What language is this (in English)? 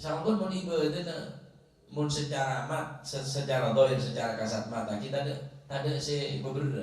Madurese